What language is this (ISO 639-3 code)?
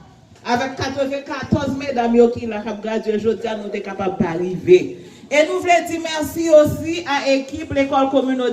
hat